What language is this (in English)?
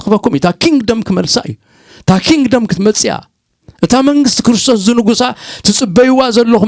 Tigrinya